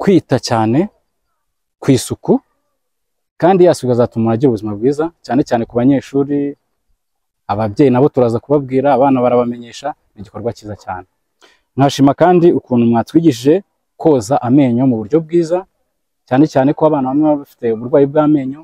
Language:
Kinyarwanda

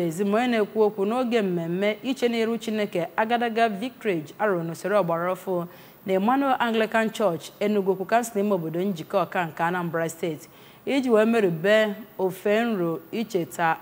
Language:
Igbo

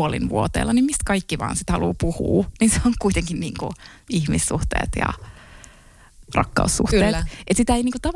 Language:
Finnish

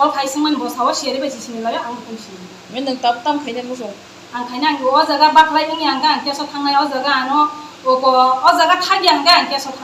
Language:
Riang (India)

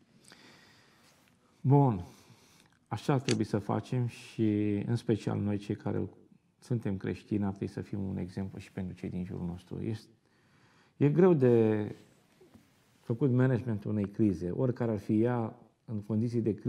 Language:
Romanian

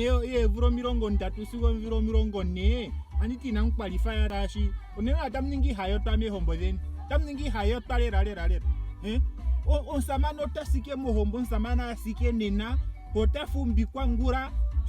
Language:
Ndonga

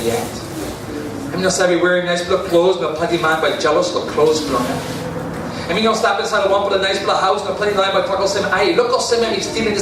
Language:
Tok Pisin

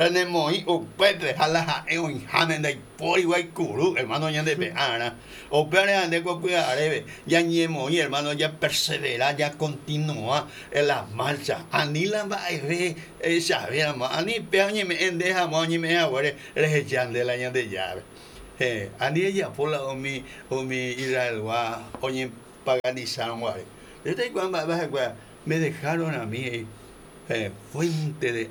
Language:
Guarani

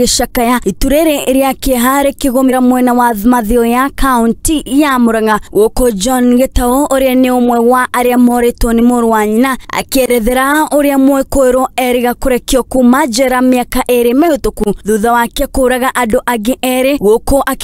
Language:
Kikuyu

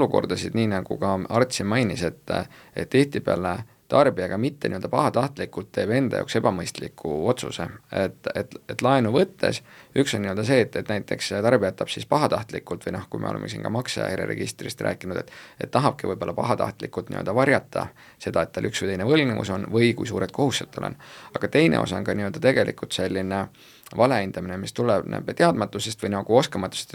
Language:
Estonian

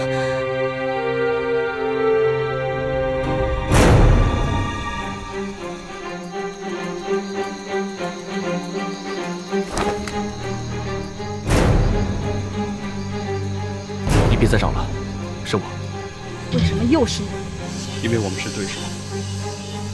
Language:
Chinese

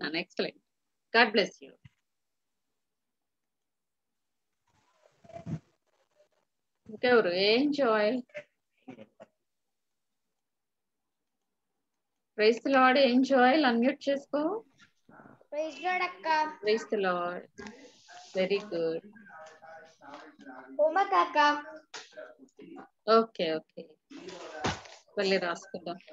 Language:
Telugu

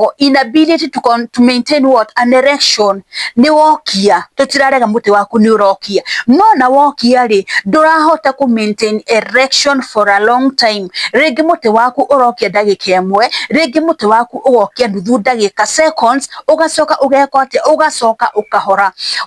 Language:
Kikuyu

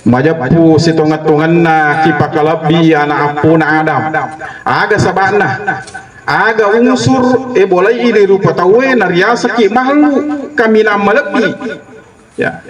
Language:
Buginese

